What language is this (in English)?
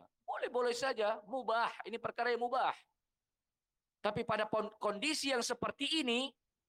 Indonesian